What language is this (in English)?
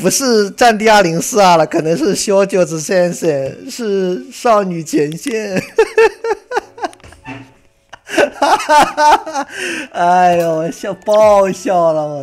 Chinese